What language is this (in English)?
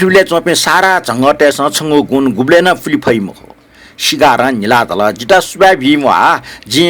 Newari